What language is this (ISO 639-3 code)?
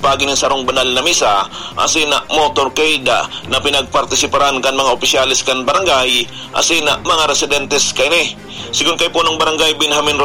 bik